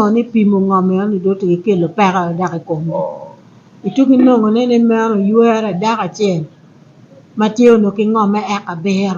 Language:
Acoli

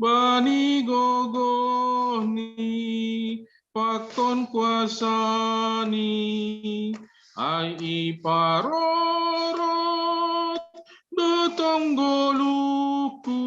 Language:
Batak Simalungun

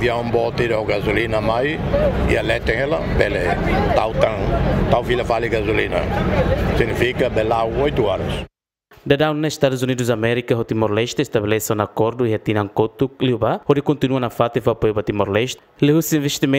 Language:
Tetum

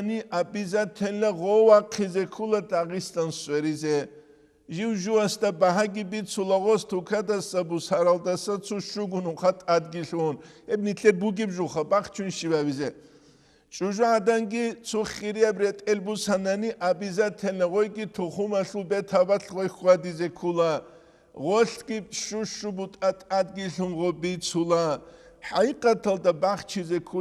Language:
Avaric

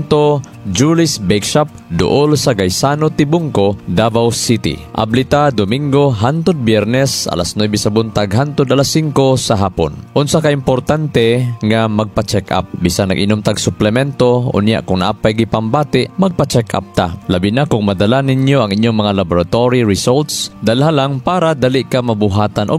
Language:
Cebuano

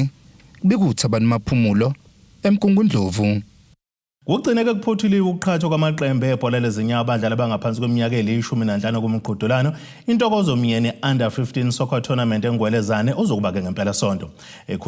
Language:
Zulu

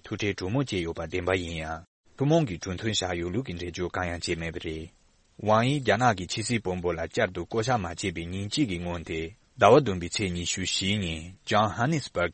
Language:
Tibetan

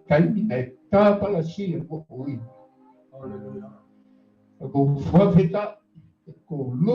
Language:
Tongan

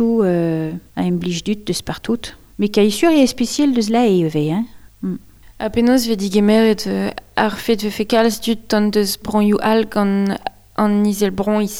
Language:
Breton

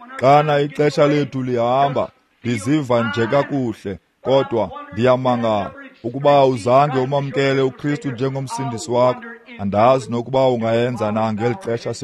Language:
Xhosa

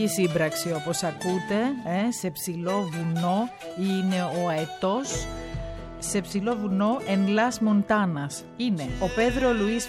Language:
Greek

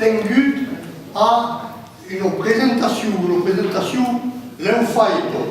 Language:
Occitan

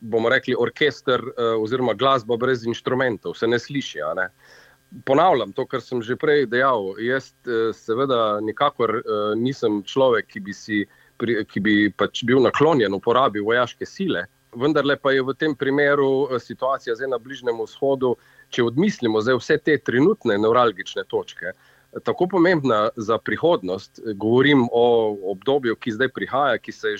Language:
Slovenian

